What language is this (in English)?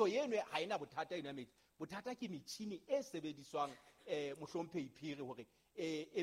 Southern Sotho